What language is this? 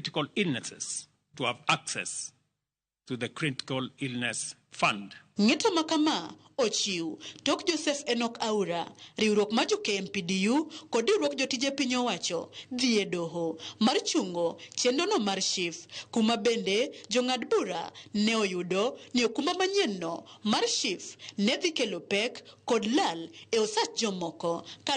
Luo (Kenya and Tanzania)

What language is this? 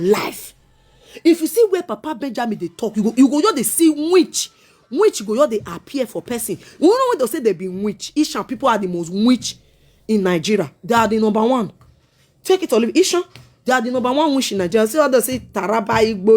Nigerian Pidgin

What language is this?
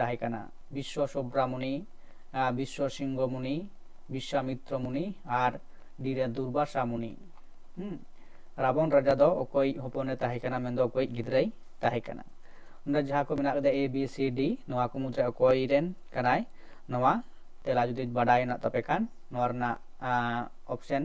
Santali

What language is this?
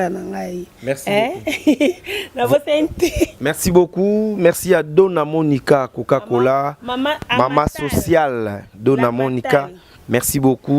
Lingala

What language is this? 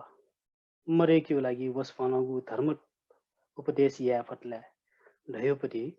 Newari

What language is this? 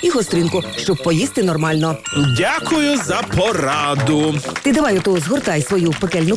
Ukrainian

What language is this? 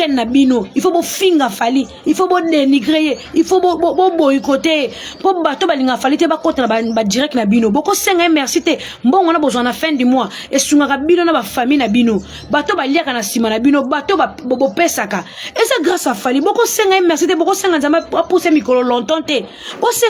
Lingala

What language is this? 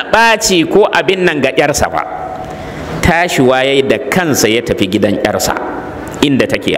Hausa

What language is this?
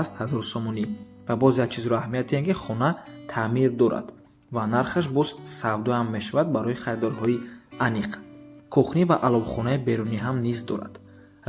Tajik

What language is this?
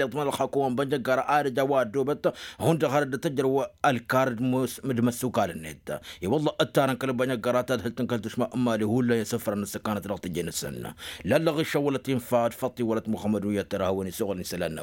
Tamasheq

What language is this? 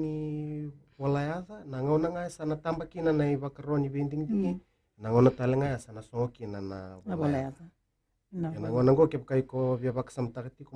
Fijian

